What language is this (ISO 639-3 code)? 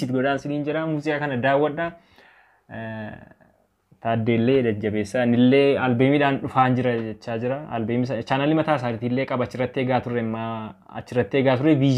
orm